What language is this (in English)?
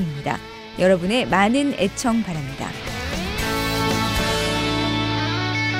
Korean